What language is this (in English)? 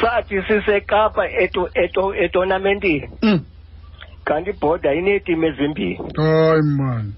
Xhosa